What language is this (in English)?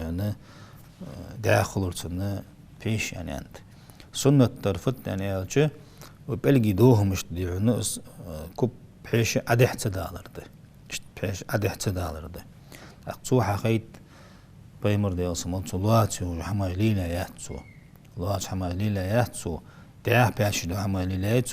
Ingush